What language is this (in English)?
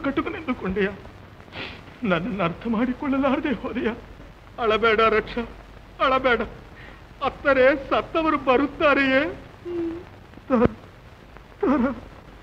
Kannada